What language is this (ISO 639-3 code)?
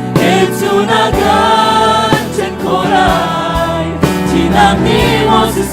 cnh